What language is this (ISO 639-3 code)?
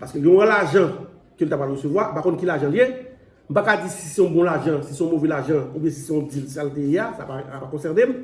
hat